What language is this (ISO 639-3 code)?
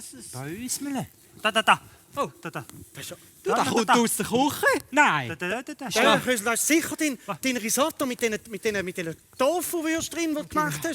gsw